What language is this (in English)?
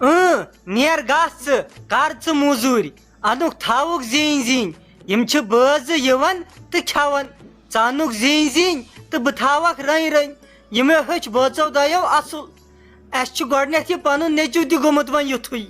Kashmiri